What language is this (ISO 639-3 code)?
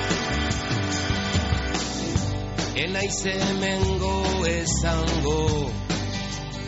eus